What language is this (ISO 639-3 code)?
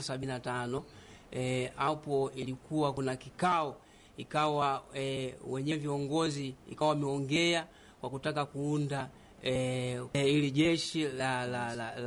swa